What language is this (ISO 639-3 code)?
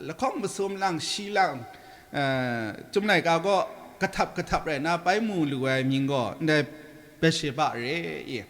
kac